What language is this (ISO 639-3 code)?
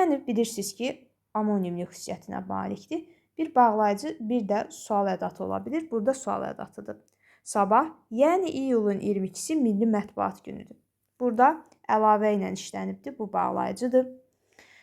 aze